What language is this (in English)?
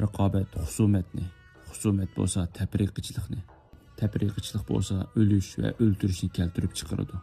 Uyghur